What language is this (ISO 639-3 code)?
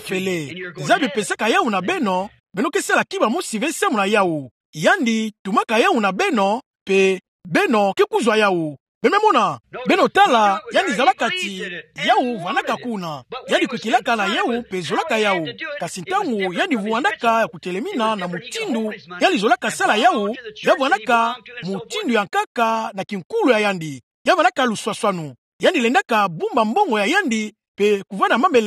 ktu